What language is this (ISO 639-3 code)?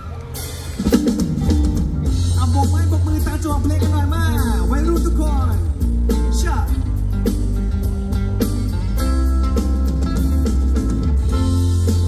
tha